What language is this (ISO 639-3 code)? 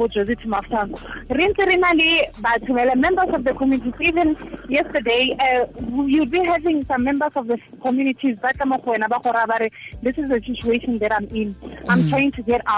tsn